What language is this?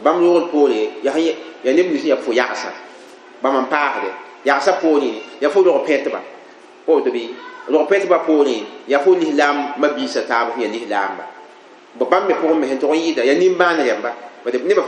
Mossi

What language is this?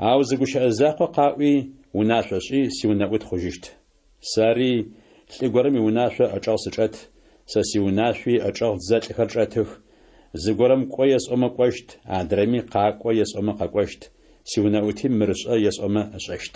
Adyghe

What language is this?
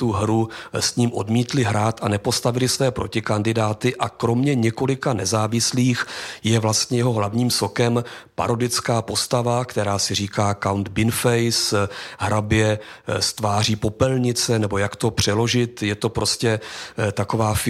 Czech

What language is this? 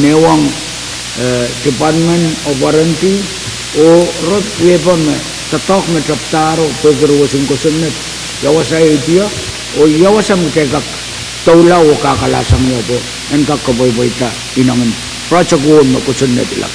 Pohnpeian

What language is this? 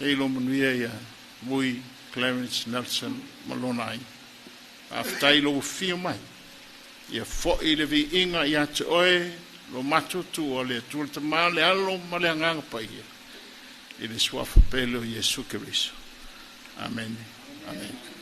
Samoan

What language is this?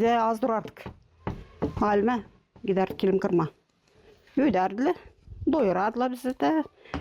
Gagauz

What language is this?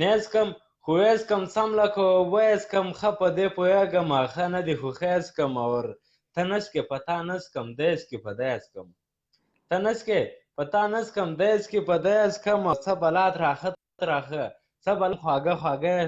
Pashto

